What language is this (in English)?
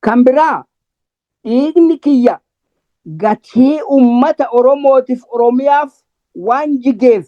Oromo